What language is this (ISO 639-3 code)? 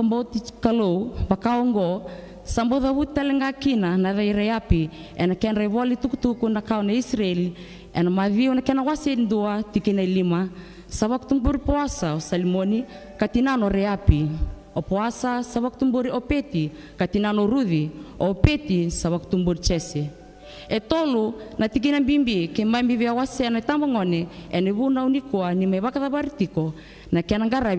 fij